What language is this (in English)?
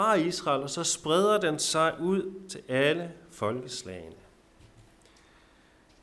Danish